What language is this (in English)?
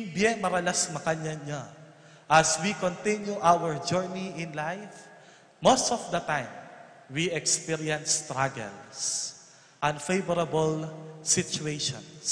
Pampanga